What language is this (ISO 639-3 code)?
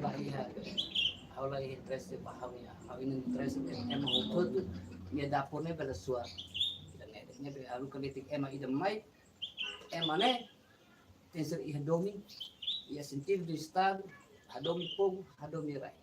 tet